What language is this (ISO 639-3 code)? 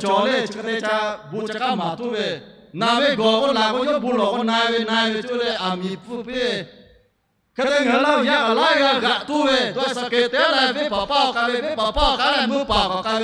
lhu